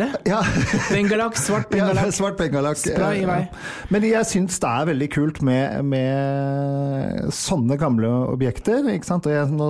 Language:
Norwegian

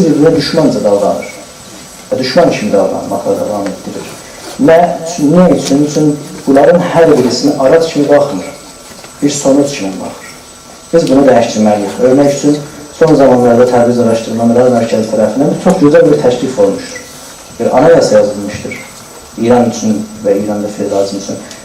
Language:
South Azerbaijani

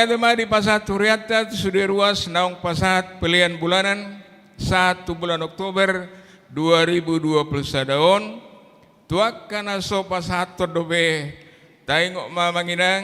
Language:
Batak Toba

